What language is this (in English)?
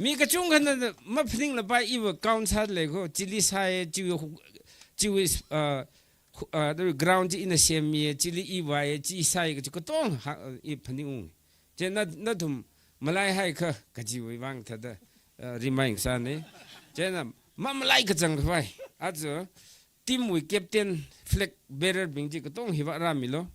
Tangkhul Naga (India)